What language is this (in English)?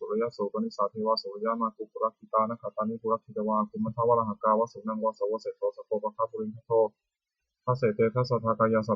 Pali